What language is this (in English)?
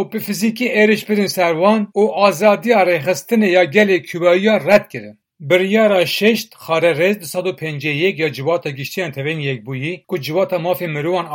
Kurdish